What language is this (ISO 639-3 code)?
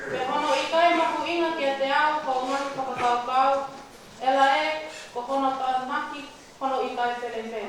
ton